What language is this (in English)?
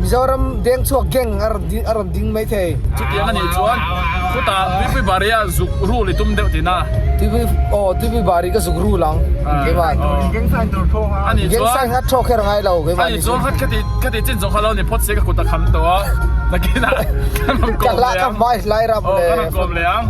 Mizo